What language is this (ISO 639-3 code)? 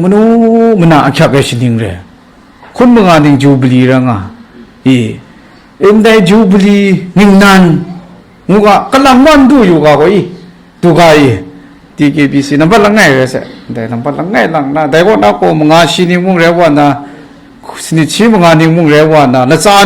kac